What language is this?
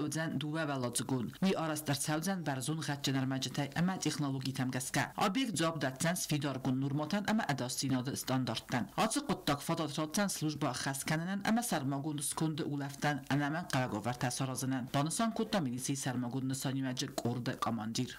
Ossetic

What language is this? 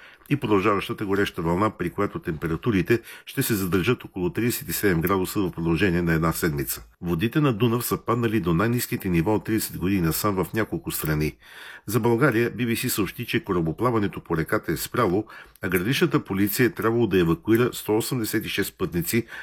Bulgarian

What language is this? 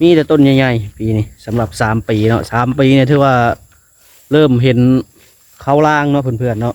Lao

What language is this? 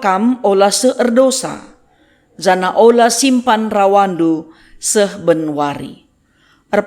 Batak Karo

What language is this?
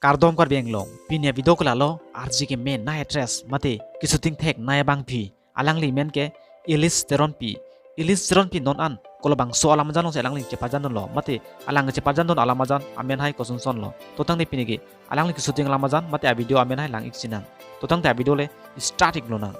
Karbi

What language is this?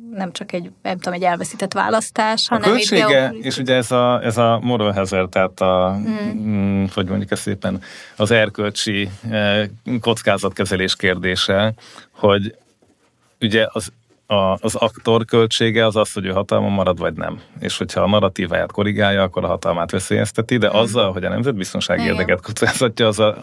Hungarian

